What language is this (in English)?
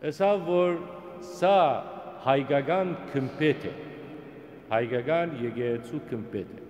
Western Armenian